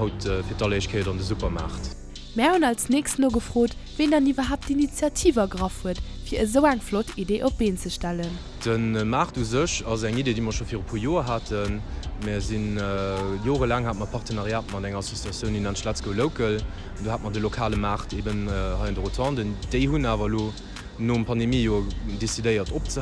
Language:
Luxembourgish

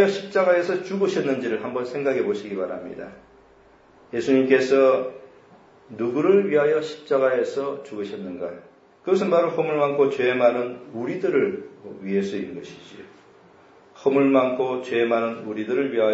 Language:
Korean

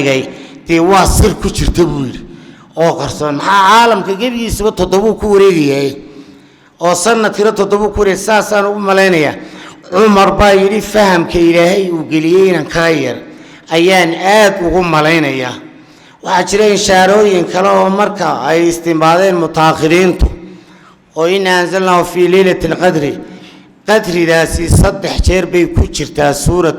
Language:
Somali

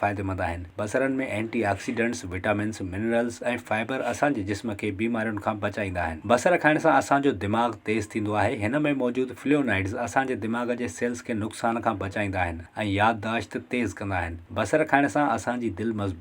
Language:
Sindhi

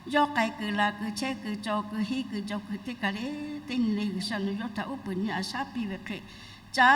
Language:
Lahu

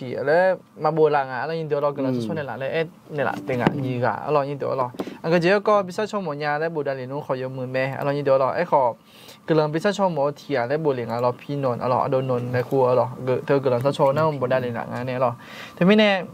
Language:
Akha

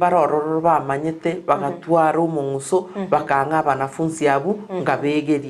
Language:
Gusii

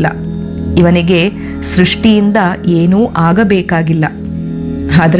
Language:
Kannada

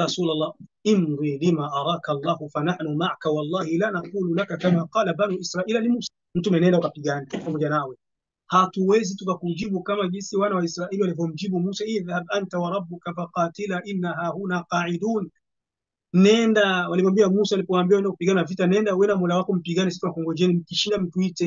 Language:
Swahili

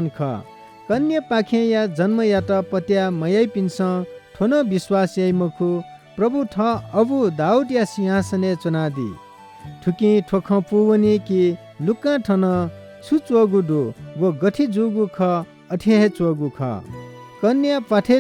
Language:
Newari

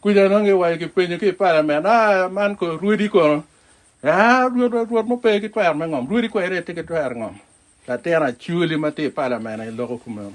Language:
Acoli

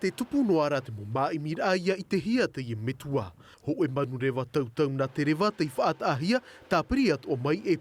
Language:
Tahitian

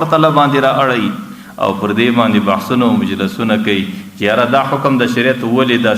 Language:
Pashto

